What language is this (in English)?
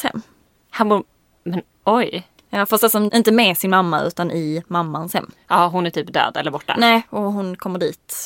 Swedish